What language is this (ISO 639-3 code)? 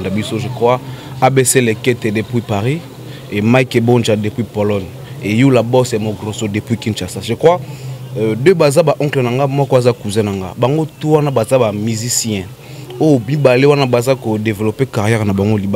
lin